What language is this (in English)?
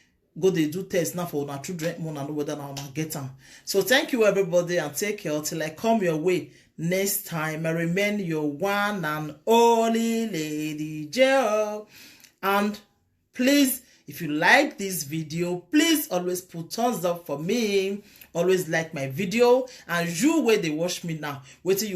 Nigerian Pidgin